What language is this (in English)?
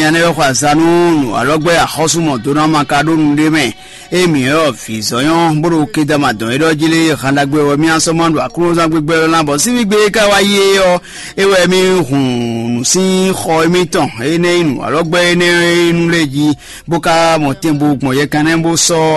Fon